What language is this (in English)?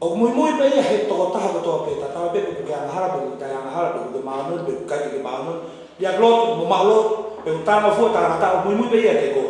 Tongan